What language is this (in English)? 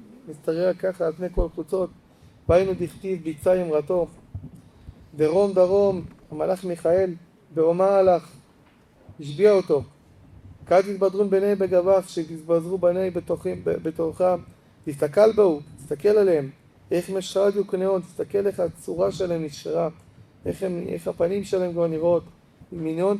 Hebrew